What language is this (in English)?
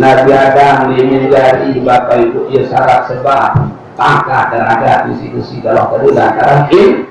Sasak